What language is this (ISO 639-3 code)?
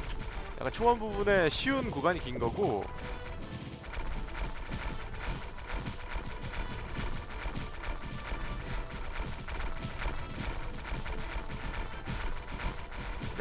kor